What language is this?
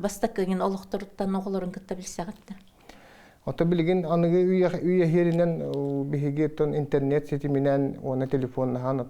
Yakut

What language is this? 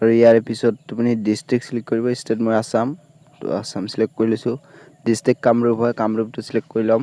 Assamese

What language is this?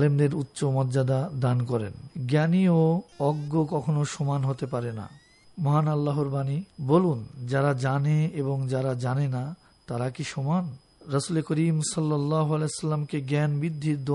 Bangla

